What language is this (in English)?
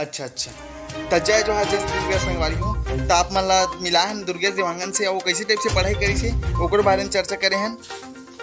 Chhattisgarhi